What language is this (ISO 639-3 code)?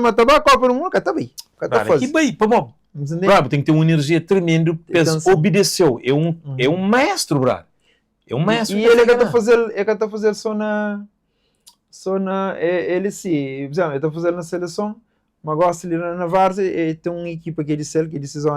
kea